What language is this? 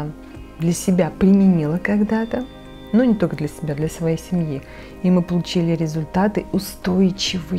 Russian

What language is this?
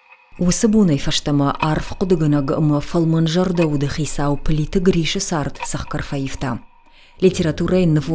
Ossetic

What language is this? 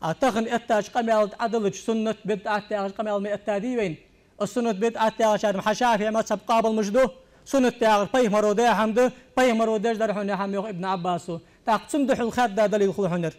Ingush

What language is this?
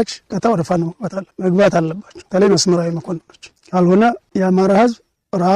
Amharic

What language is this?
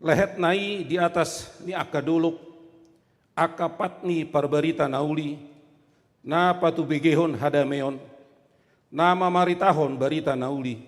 Batak Toba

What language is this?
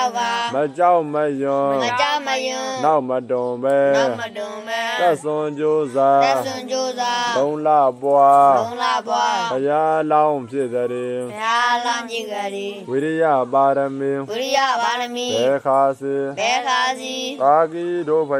Burmese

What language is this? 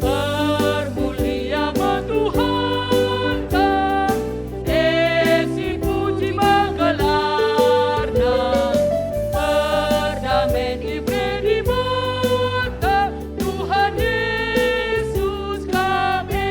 Batak Karo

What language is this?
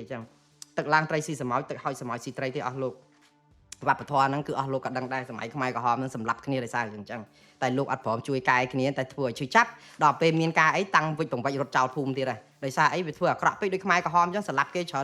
Khmer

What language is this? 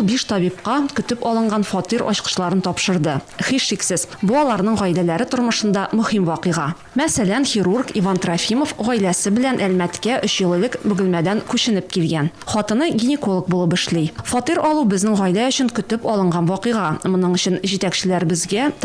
Tatar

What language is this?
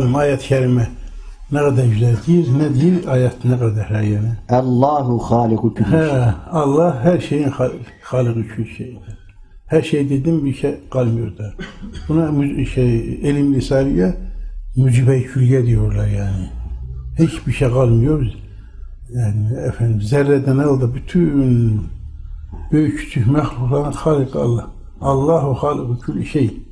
Turkish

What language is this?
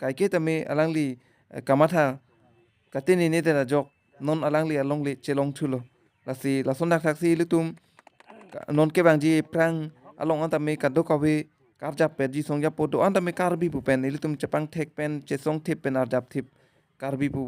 Karbi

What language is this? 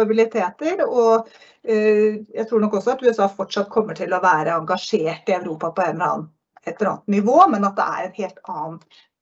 Norwegian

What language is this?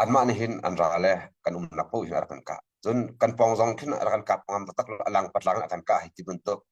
Hakha Chin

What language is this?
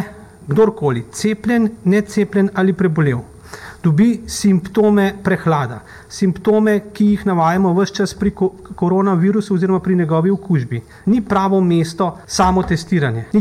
Slovenian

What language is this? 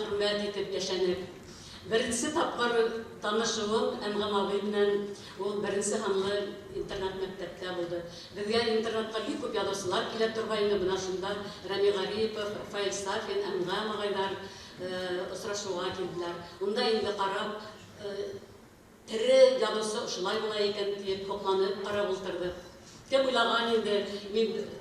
Bashkir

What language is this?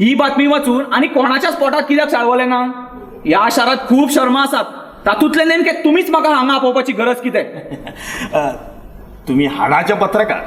Konkani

